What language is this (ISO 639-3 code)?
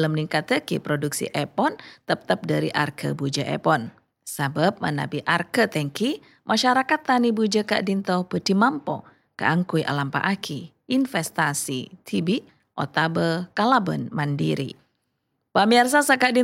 mad